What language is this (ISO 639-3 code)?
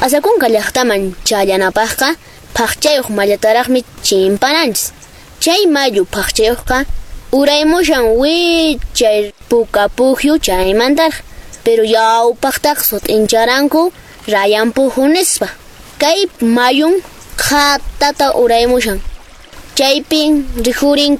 que